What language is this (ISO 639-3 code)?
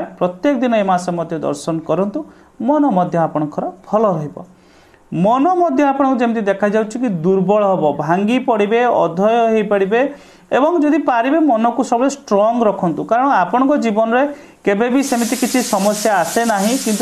ori